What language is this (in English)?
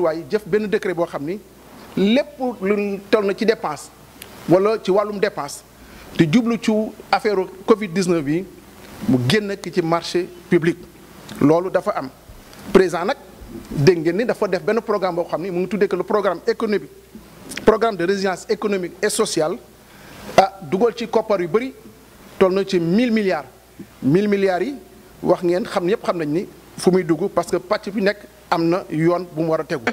Wolof